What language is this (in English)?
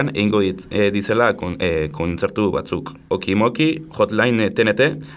Basque